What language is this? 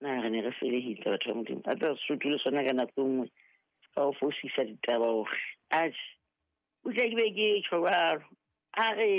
Southern Sotho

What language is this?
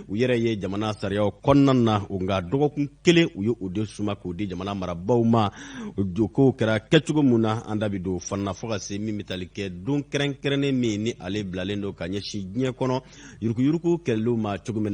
Bambara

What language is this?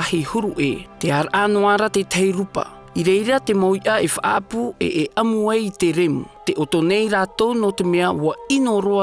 Tahitian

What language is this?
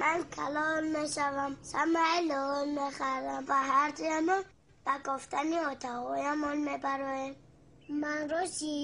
Tajik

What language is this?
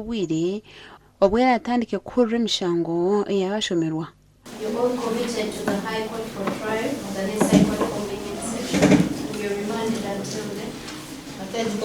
Nyankole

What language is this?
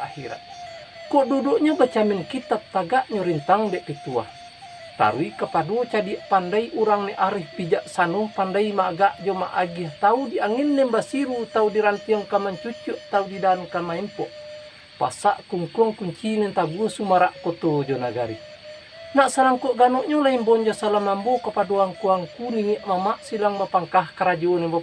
Minangkabau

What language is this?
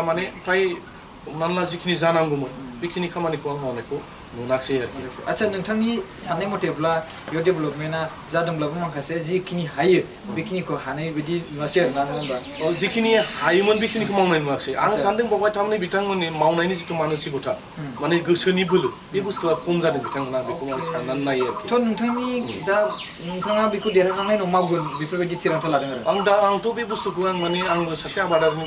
Bodo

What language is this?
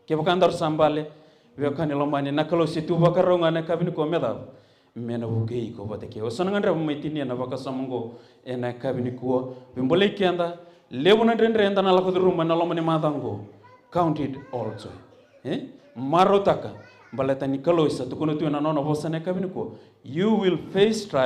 Fijian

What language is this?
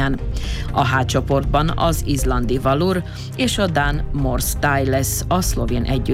Hungarian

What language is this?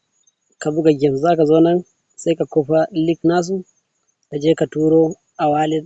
Hausa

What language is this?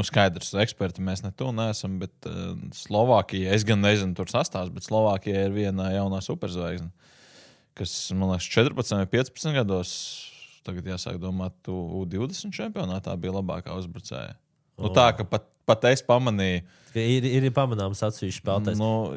Latvian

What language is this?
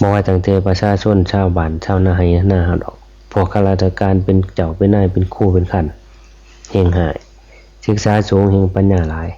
Northeastern Thai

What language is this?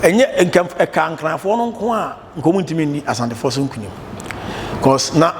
Akan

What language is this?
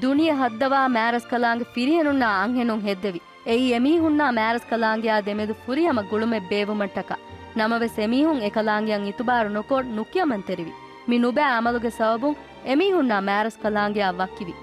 Divehi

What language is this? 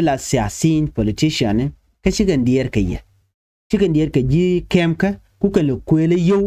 Nuer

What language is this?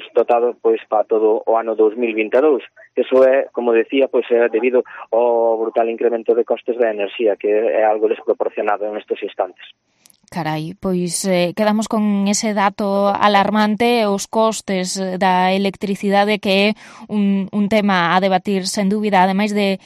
Galician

